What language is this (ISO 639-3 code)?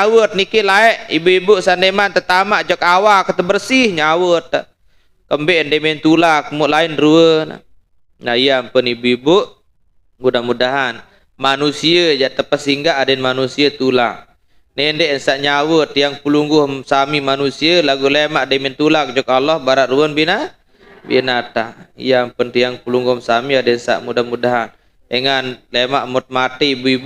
sas